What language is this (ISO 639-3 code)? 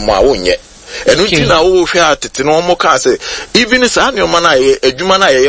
aka